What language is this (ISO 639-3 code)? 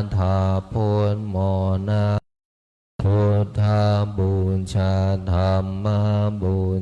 pli